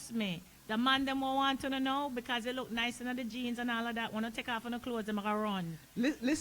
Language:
Jamaican Creole English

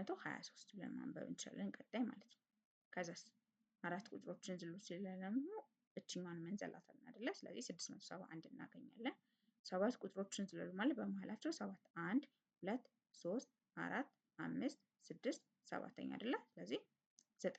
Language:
Amharic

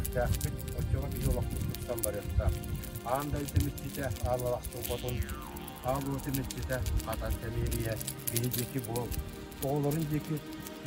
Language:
Yakut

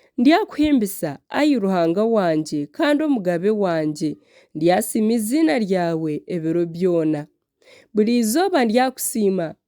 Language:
Nyankole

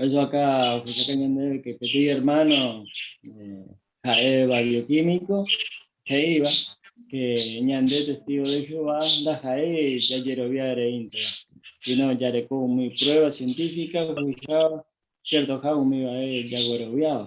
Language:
Guarani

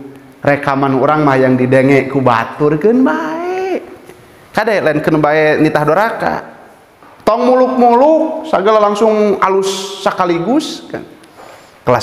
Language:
Sundanese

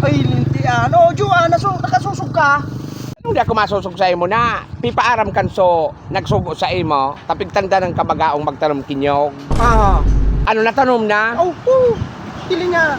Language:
Bikol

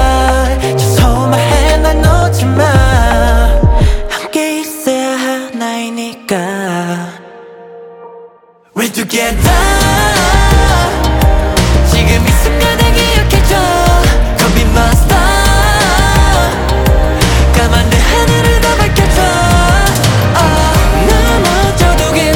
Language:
Korean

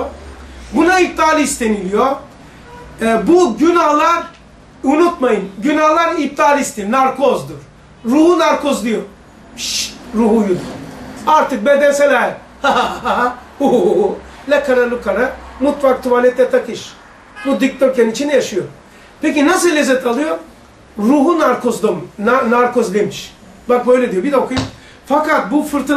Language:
Turkish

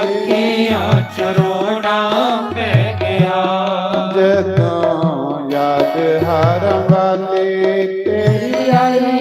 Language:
Dogri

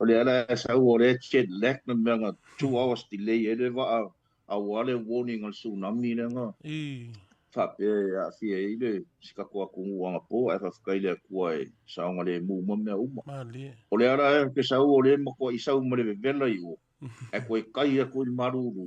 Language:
Samoan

